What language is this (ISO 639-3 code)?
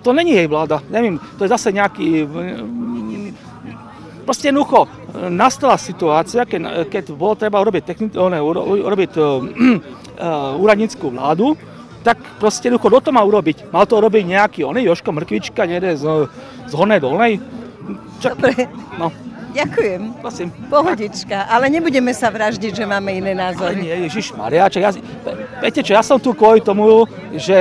slk